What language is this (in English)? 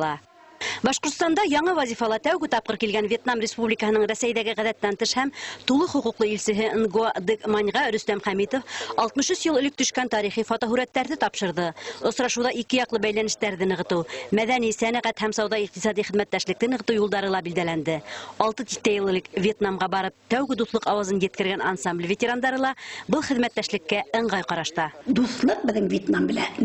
Bashkir